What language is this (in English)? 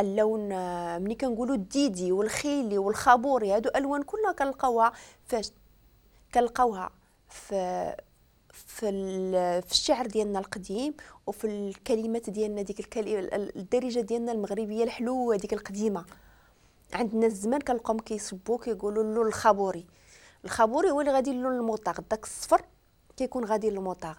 Moroccan Arabic